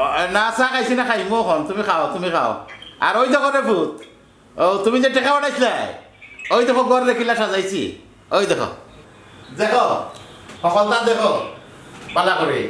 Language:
Sylheti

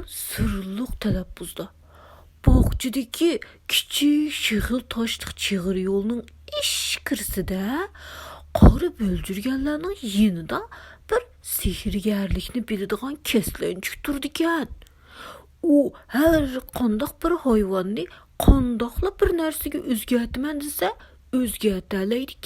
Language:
Uyghur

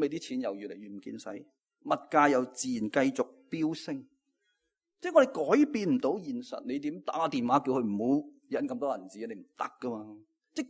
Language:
Cantonese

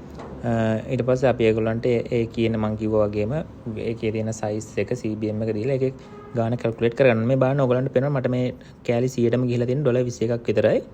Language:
Sinhala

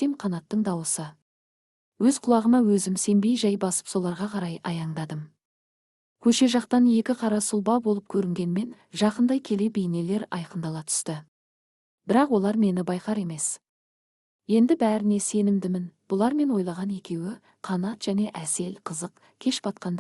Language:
Kazakh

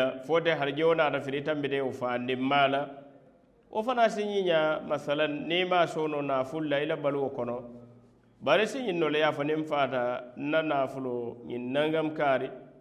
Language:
Mandingo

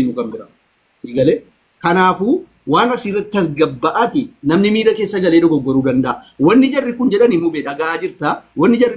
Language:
Oromo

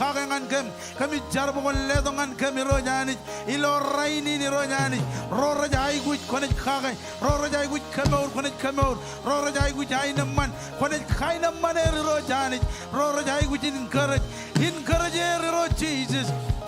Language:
Marshallese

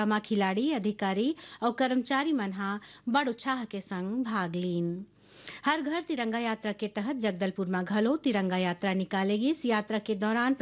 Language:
Chhattisgarhi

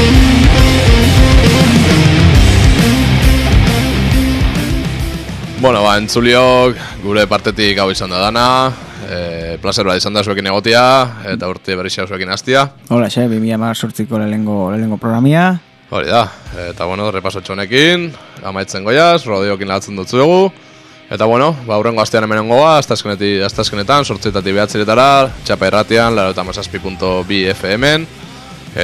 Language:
Basque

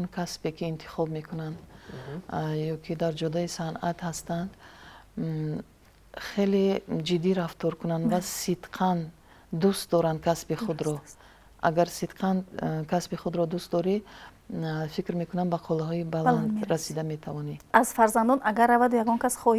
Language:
Tajik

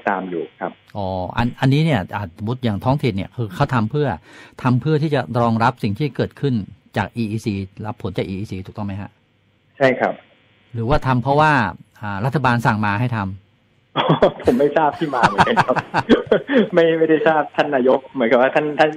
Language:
Thai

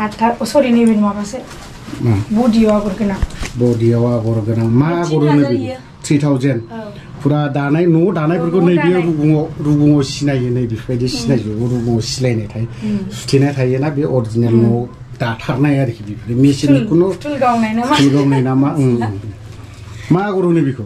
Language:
Bodo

